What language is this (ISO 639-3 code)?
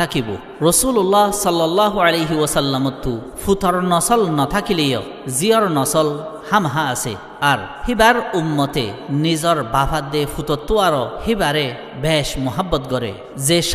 rhg